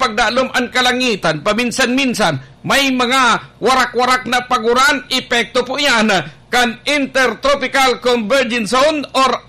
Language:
Bikol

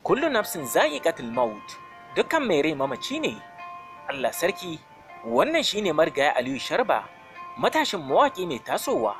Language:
Hausa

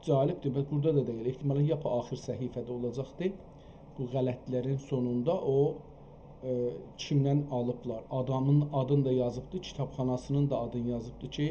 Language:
South Azerbaijani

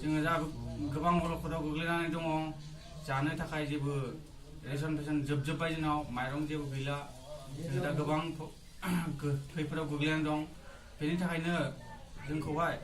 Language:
Bodo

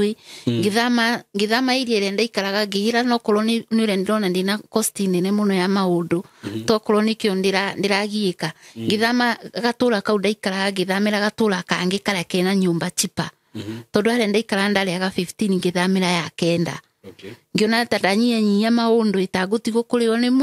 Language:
Kikuyu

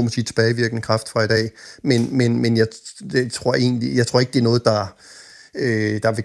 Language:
Danish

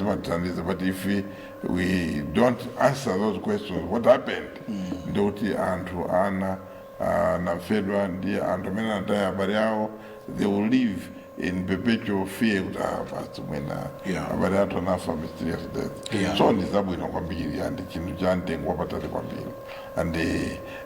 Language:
Nyanja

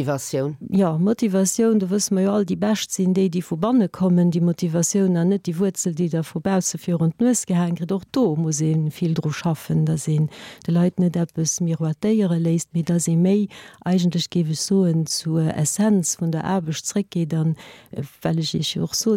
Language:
Luxembourgish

